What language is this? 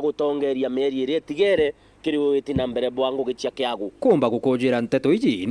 Meru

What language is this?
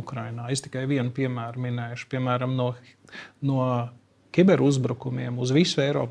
Latvian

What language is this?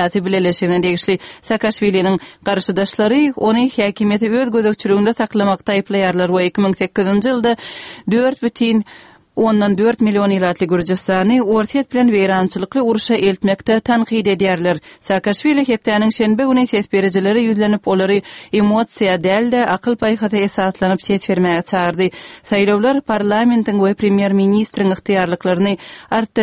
Kyrgyz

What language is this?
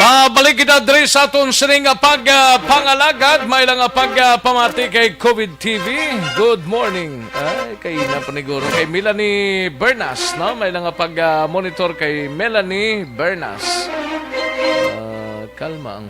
Hiligaynon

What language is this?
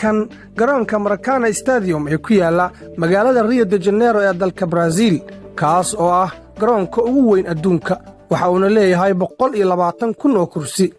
Somali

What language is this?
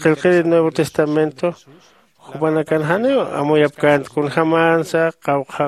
Aymara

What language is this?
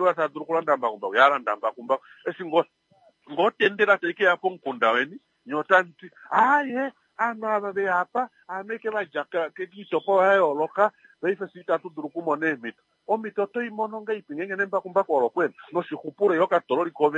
Kuanyama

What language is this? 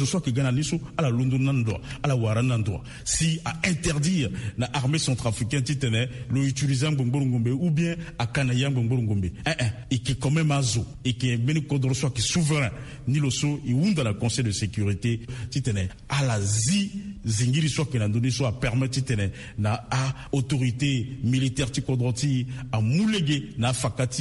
Sango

